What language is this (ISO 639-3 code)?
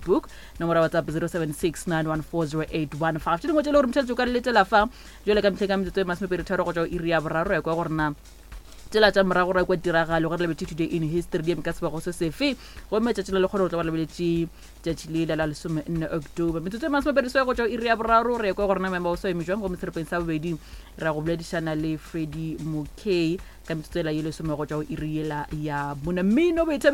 nso